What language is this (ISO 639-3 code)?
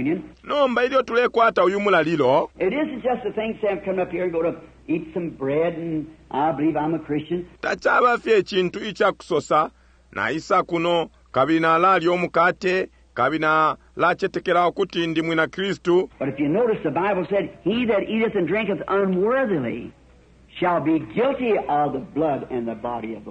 bem